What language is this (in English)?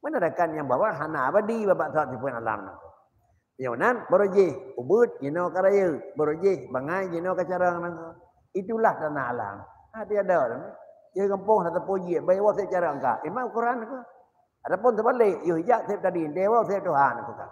Achinese